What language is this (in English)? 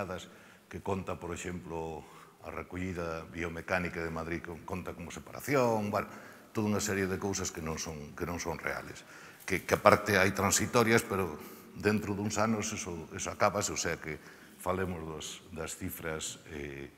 Galician